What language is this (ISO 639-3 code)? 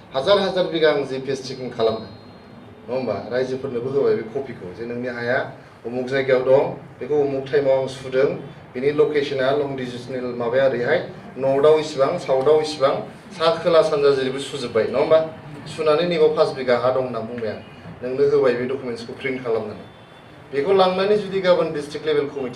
brx